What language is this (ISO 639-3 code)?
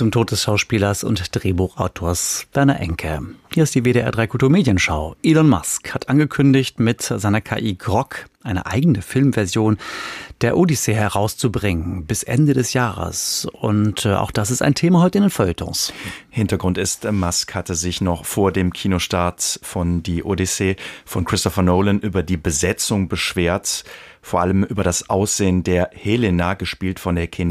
deu